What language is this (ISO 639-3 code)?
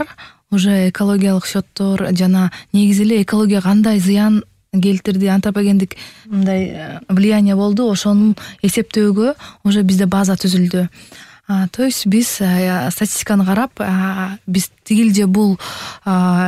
kir